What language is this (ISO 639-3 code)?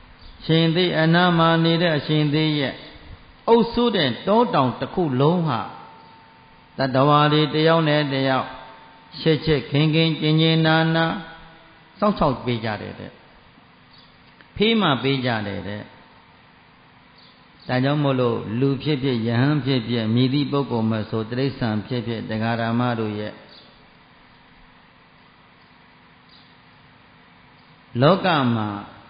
mya